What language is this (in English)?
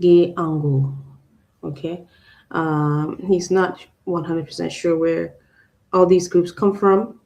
Acoli